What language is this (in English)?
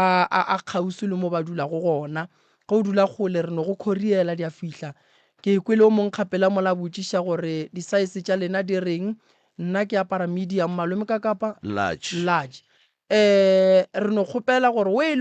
Northern Sotho